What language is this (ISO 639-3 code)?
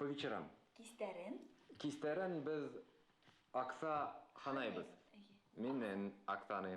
bak